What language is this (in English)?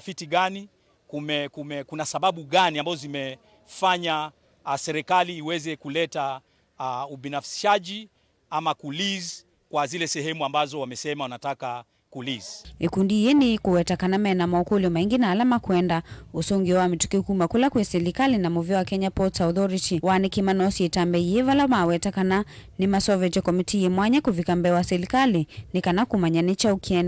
Kamba